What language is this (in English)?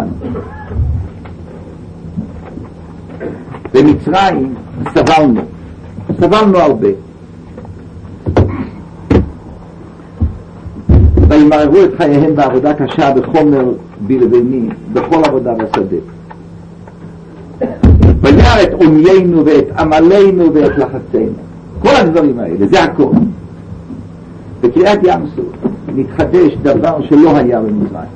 Hebrew